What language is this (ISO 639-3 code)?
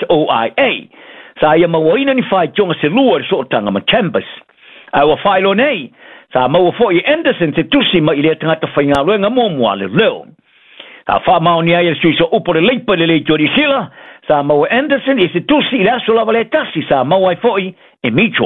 smo